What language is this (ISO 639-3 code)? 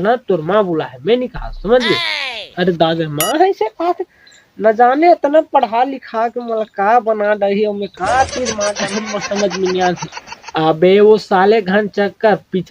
hne